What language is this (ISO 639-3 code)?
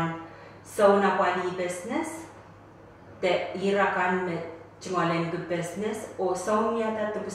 pon